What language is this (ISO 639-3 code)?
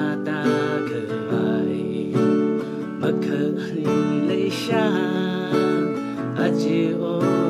nmf